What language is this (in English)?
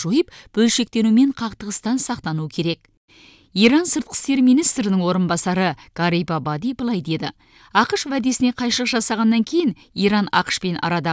Kazakh